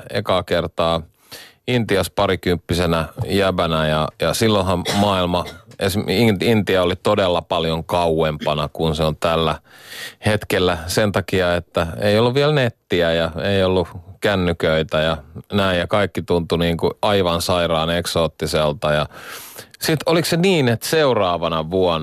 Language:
Finnish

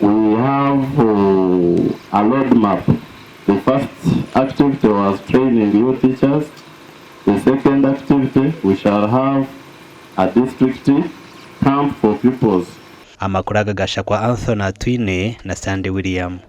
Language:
Nyankole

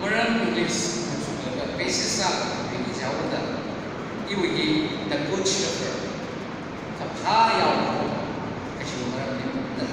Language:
Tangkhul Naga (India)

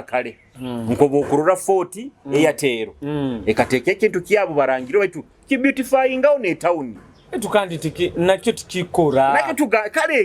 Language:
Nyoro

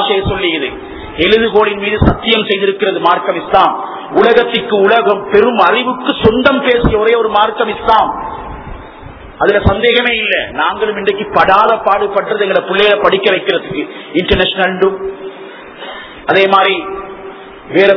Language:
Tamil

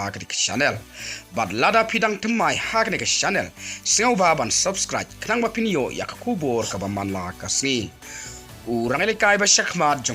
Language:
Khasi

